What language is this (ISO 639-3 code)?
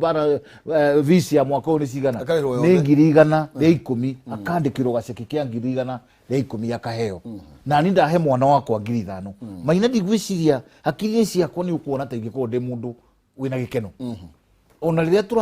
kik